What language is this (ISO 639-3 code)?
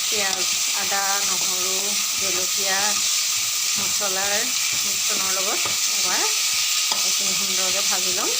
asm